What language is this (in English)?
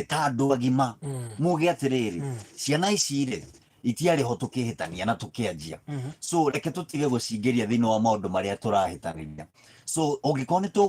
Kikuyu